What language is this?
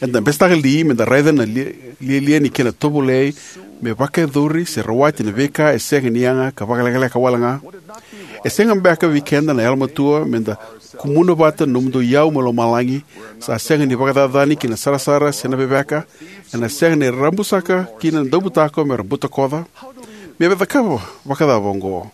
Fijian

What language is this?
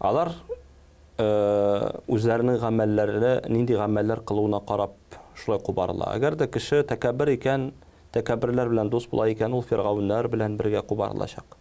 Tatar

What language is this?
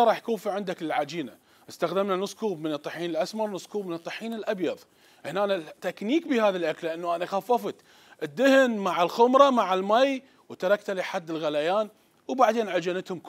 Mesopotamian Arabic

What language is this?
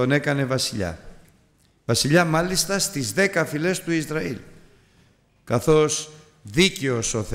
Greek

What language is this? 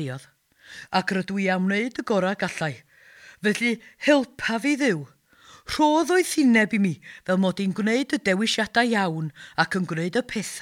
Welsh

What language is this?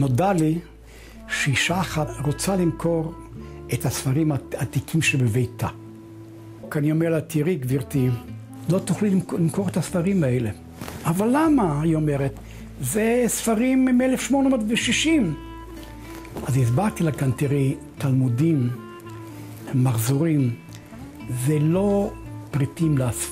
Hebrew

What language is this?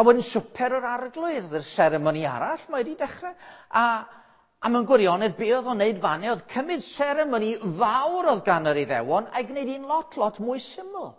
Welsh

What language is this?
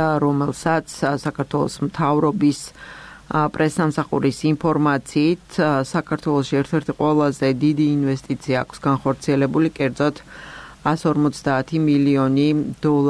Georgian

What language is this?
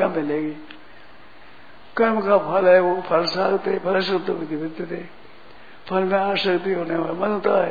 Hindi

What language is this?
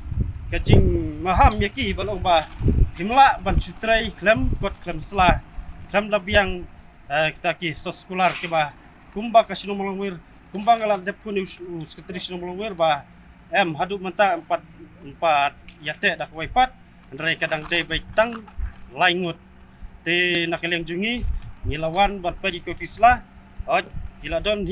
Khasi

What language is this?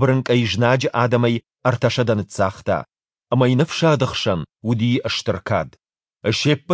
Ossetic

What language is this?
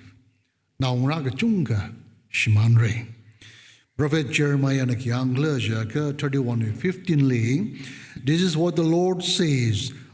Tangkhul Naga (India)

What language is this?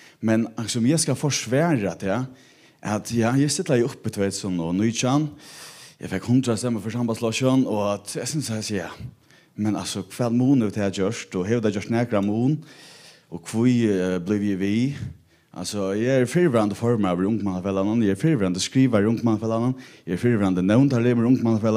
Faroese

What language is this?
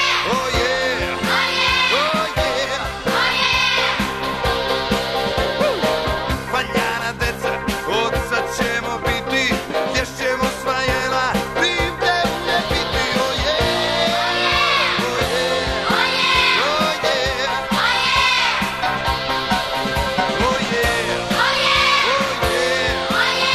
Serbian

